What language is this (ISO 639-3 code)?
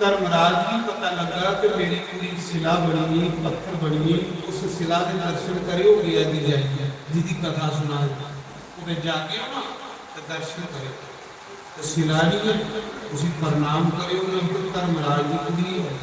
doi